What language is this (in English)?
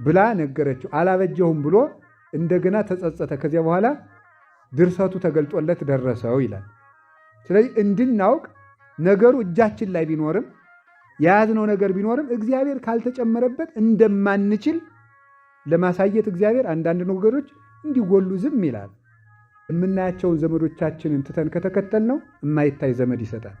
Amharic